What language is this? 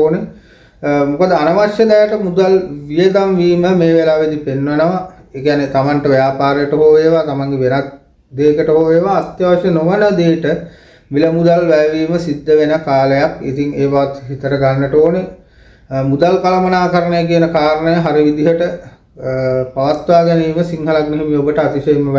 Sinhala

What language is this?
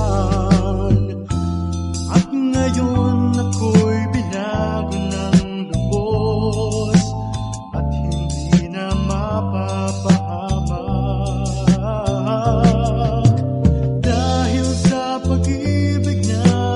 Filipino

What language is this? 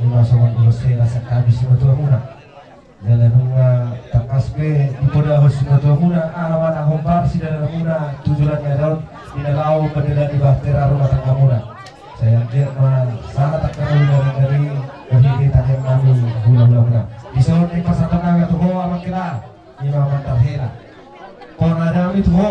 Batak Toba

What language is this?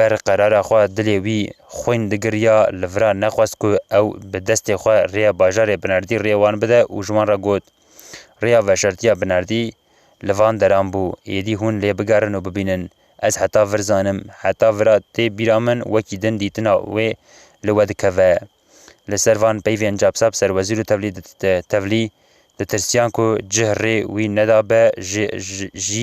Kurdish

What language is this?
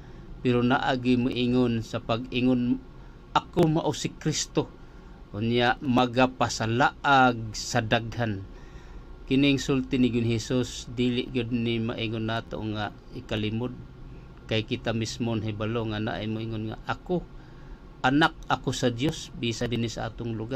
Cebuano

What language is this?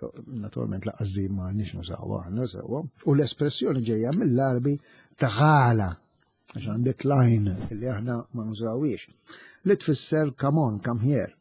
Maltese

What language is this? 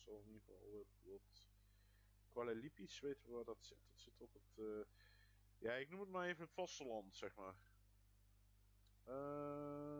Dutch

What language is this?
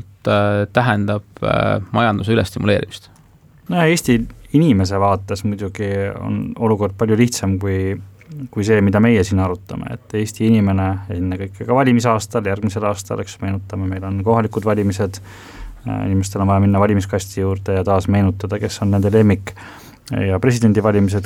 Estonian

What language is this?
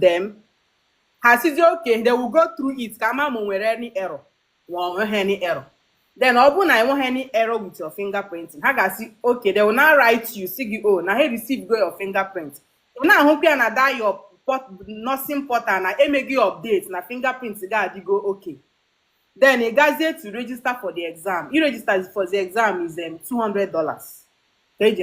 Igbo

